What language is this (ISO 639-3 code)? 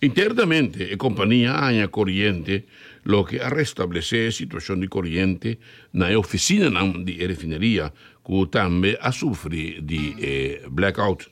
pap